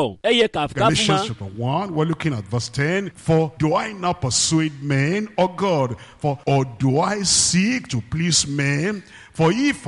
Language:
Ewe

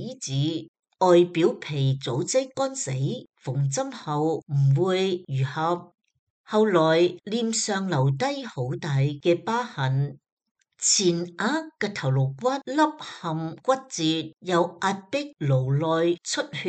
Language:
Cantonese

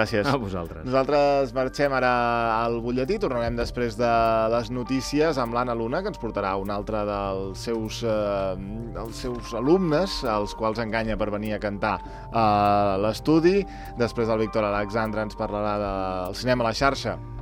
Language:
Catalan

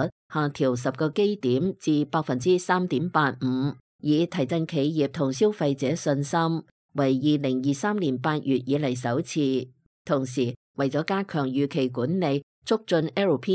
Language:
Cantonese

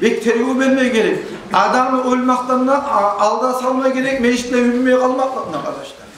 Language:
Kumyk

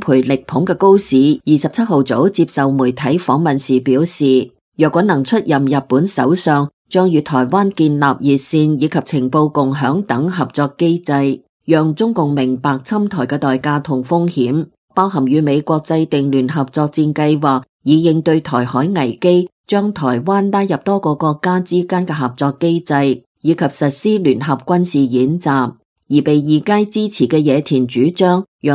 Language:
Cantonese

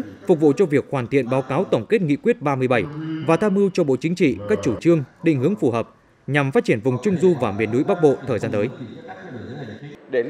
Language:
Vietnamese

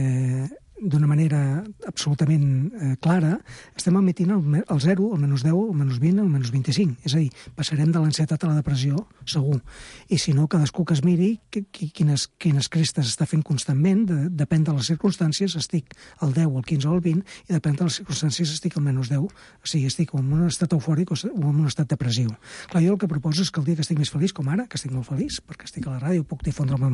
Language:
Catalan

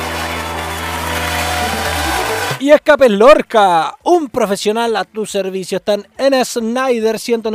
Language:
Spanish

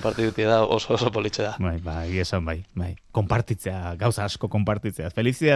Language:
Basque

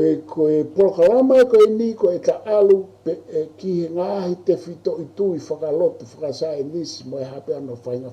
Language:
Tongan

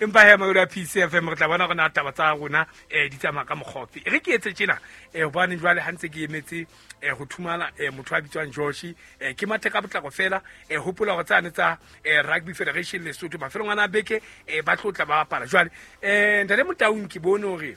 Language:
Southern Sotho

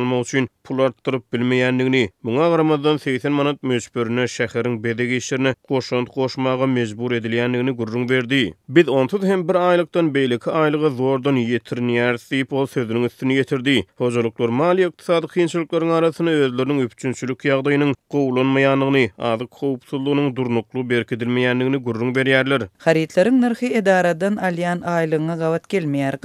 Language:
Turkmen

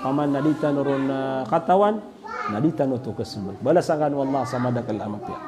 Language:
Maranao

